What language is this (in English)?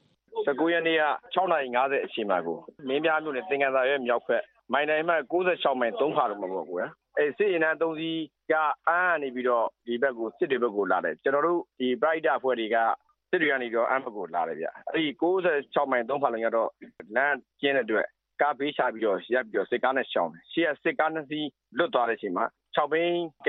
Burmese